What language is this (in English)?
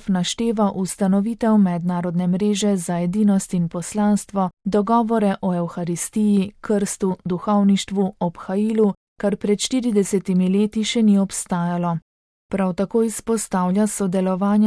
Slovenian